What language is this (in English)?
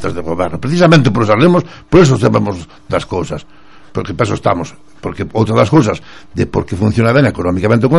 Galician